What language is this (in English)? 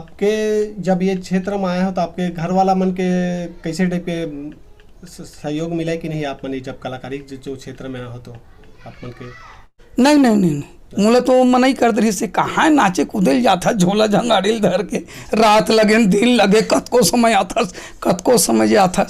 Chhattisgarhi